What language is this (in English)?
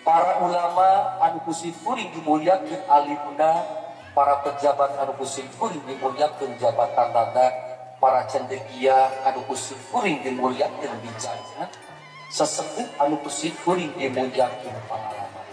Sundanese